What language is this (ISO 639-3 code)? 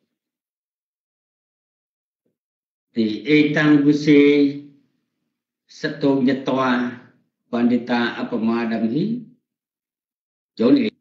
vie